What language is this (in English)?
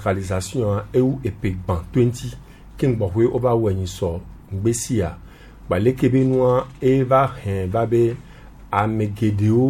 Gen